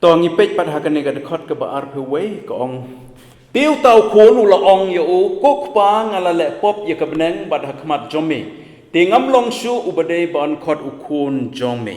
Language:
Khasi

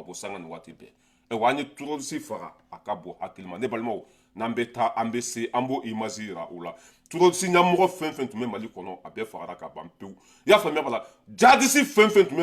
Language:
Bambara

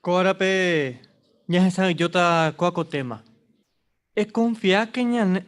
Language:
Guarani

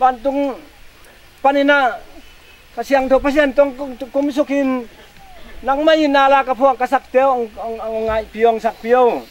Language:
Tedim Chin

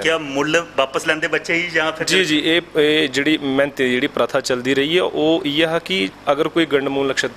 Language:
Dogri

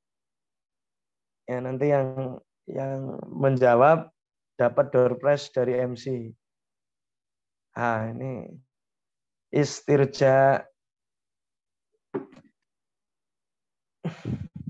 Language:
Indonesian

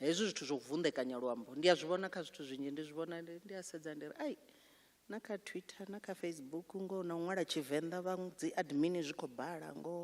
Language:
Venda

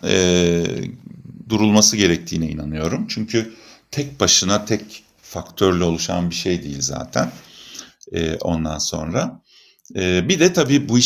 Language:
Turkish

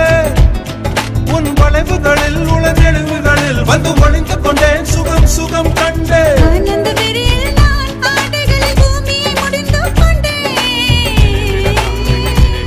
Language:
Tamil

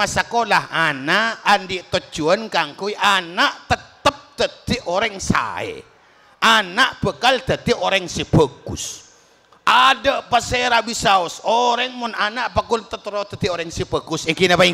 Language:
Madurese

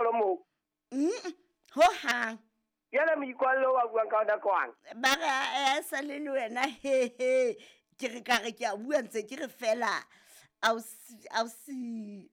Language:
Southern Sotho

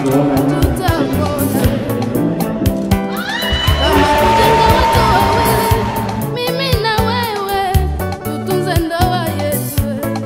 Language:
Swahili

